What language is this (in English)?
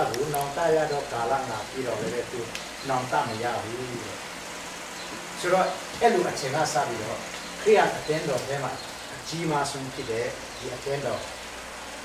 Burmese